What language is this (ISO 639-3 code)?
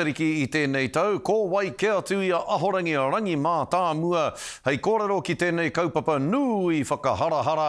mri